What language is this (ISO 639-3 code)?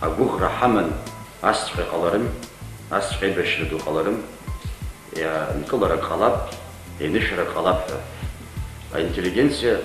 abk